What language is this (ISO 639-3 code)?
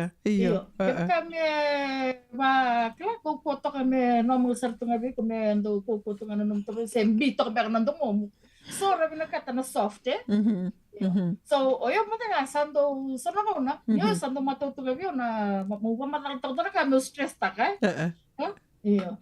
fij